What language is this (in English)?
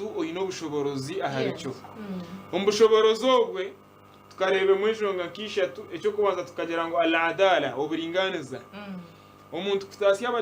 Nyankole